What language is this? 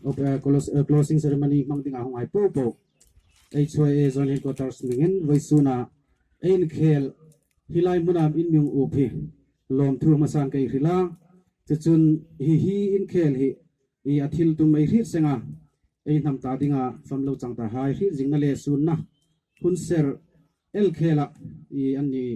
Hmar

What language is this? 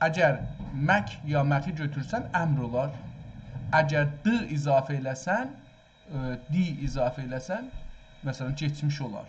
South Azerbaijani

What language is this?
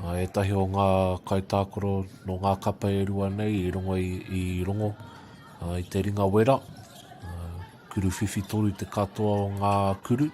Māori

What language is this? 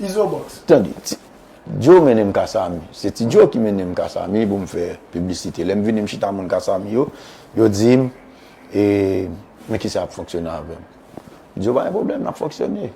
Haitian Creole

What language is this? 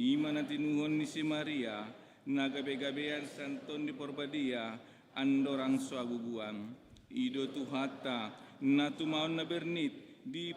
Batak Toba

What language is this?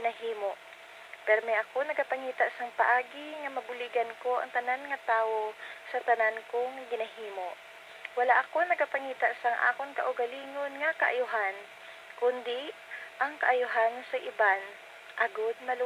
Hiligaynon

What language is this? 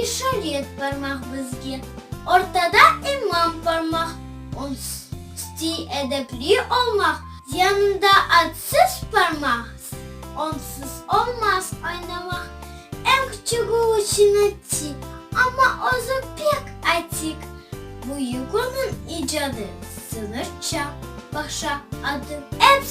Crimean Tatar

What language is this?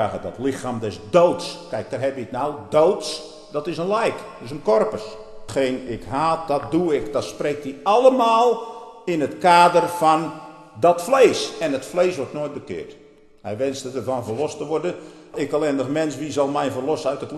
Dutch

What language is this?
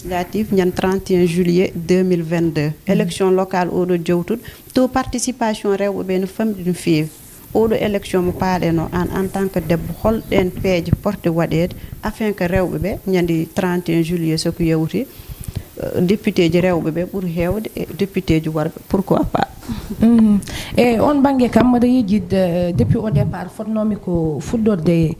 Fula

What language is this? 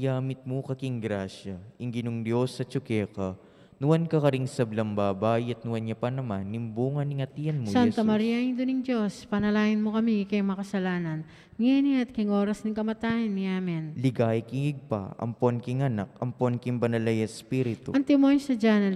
Pampanga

